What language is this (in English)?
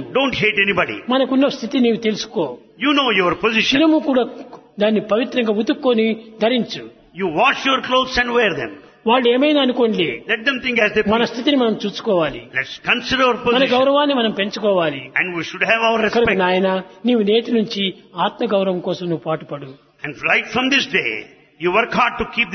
Telugu